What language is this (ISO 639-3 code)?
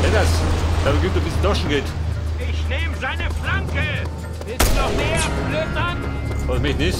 bar